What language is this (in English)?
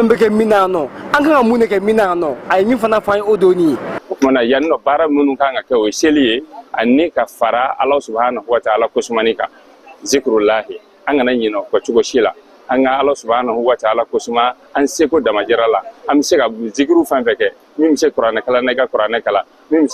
Bambara